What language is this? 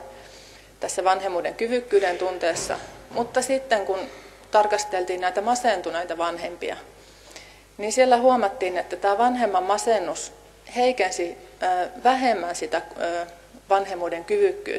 Finnish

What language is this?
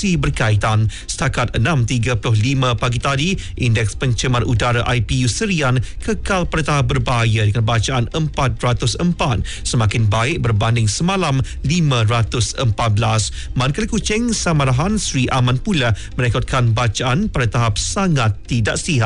Malay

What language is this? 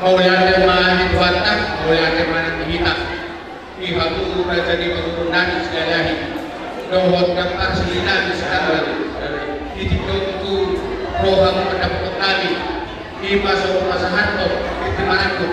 Batak Toba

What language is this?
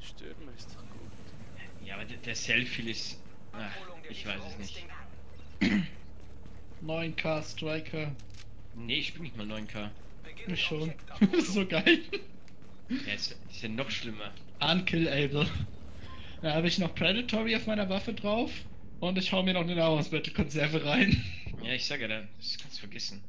Swiss German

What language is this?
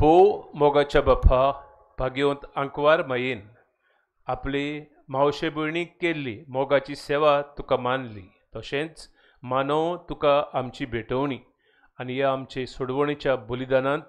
Konkani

